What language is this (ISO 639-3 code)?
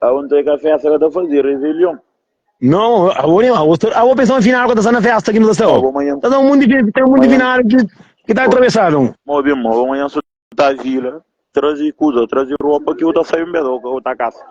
kea